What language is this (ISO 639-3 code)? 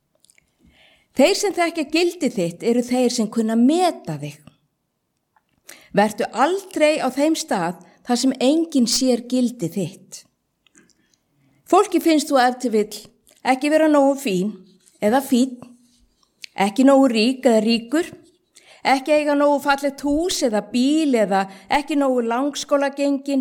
isl